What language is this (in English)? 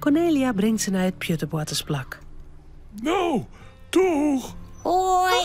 Western Frisian